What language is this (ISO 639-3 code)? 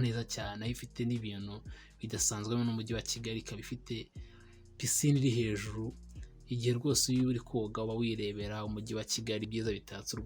kin